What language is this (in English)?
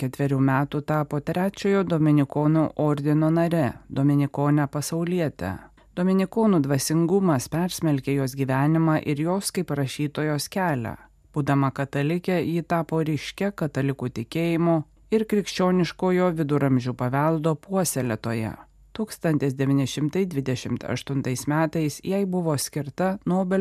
Lithuanian